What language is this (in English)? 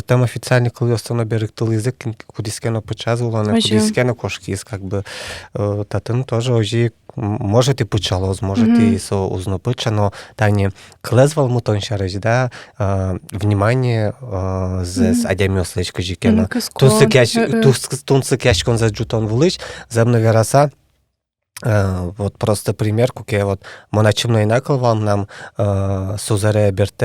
Udmurt